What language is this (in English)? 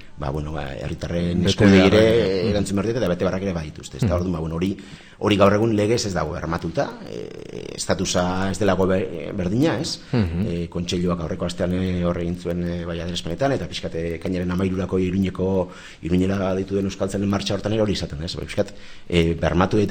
Basque